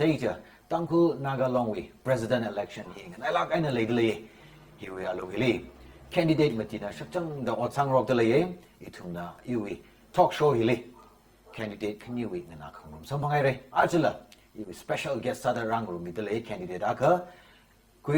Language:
Tangkhul Naga (India)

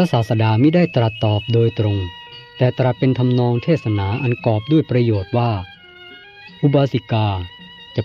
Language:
Thai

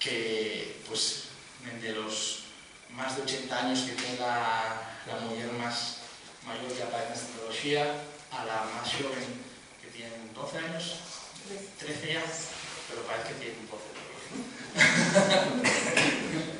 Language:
Asturian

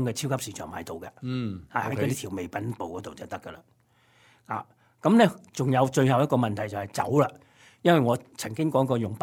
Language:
Cantonese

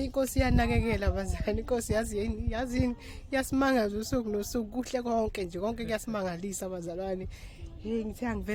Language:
Zulu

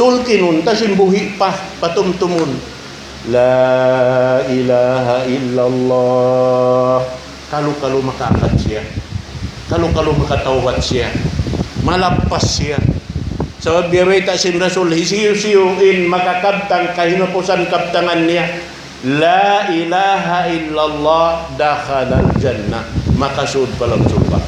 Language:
Tausug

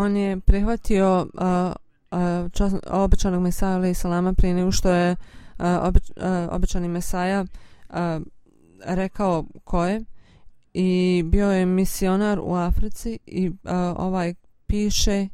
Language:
Bosnian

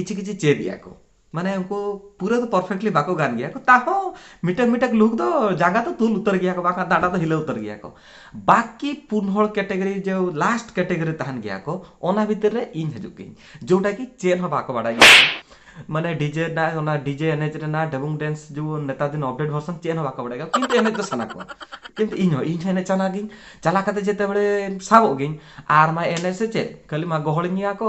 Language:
Santali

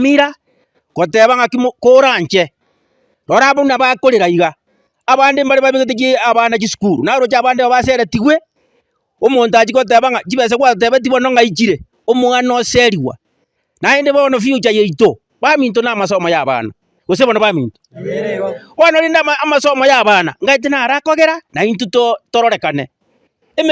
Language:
Gusii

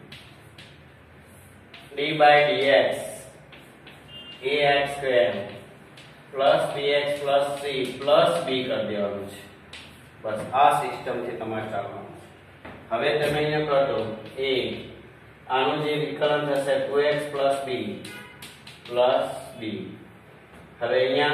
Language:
Gujarati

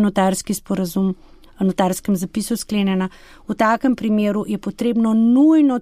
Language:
Slovenian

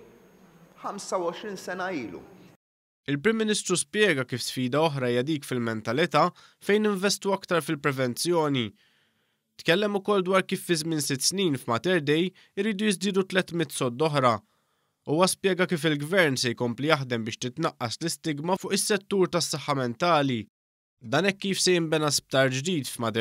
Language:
Maltese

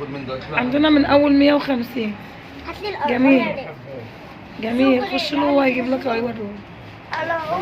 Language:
Egyptian Arabic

